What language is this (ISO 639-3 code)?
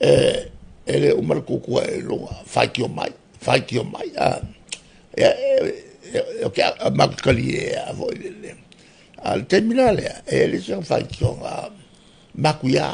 smo